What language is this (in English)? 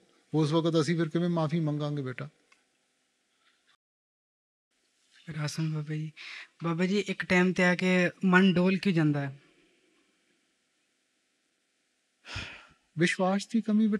Punjabi